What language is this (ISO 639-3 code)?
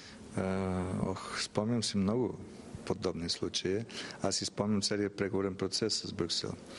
bul